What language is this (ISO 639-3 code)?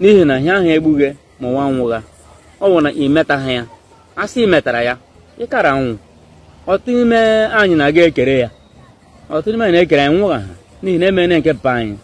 ibo